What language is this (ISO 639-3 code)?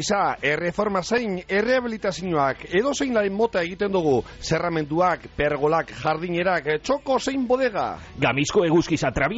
eus